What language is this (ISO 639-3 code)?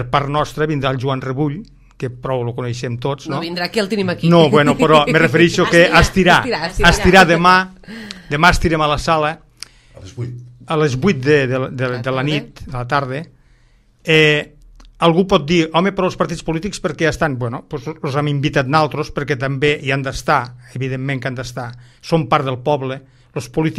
cat